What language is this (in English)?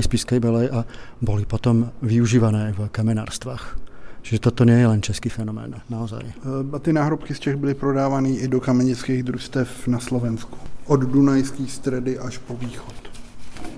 Czech